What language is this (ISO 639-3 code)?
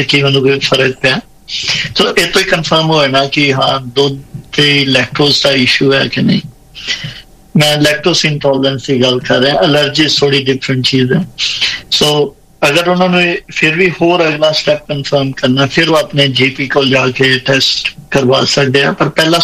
pan